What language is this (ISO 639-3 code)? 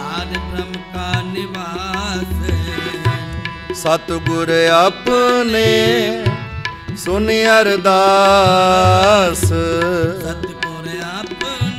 pan